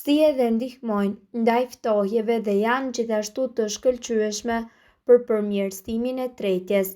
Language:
Albanian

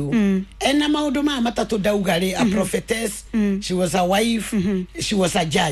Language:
Kikuyu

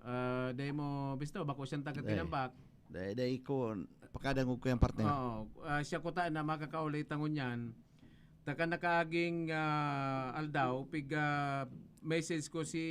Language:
Bikol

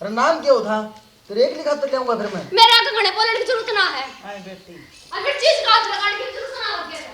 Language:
Haryanvi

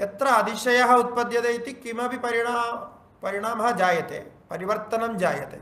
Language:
Sanskrit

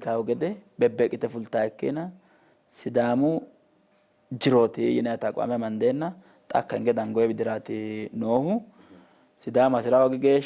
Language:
Sidamo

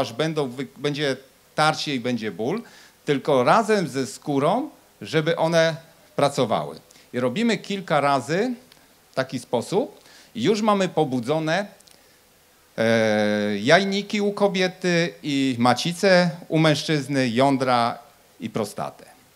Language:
Polish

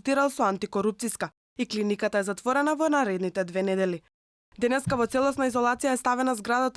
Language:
Macedonian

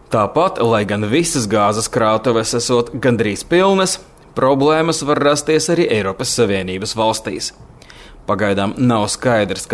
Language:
Latvian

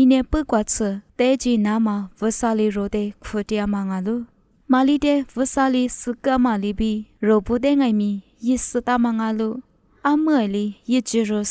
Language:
Lisu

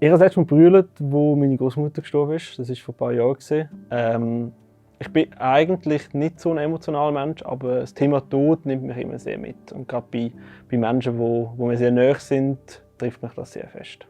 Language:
Swiss German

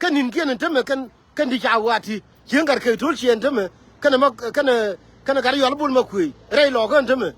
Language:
Nuer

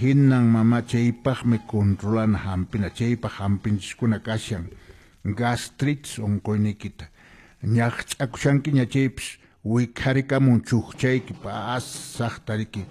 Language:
Quechua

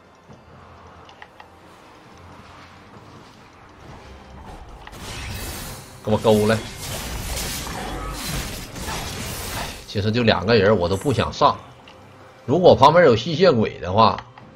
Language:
Chinese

